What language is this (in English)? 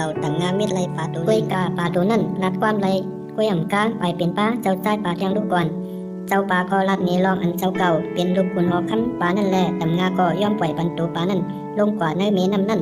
Shan